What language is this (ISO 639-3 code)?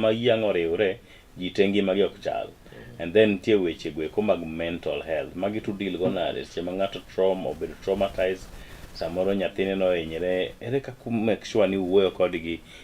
luo